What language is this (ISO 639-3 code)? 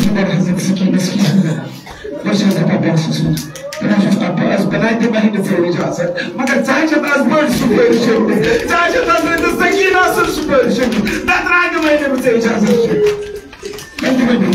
kas